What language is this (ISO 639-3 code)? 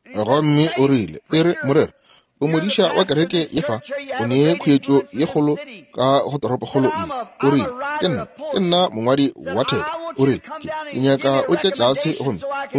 nso